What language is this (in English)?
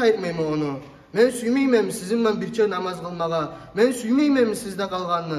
Kumyk